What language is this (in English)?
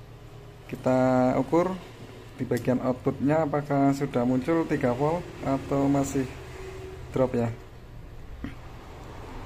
Indonesian